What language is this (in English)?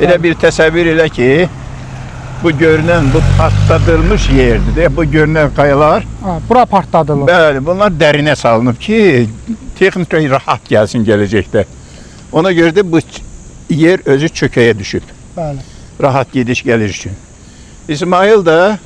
Azerbaijani